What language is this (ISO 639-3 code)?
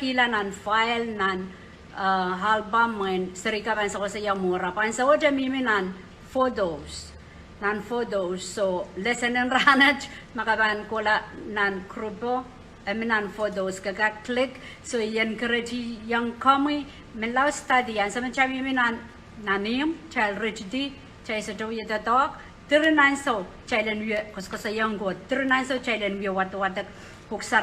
pon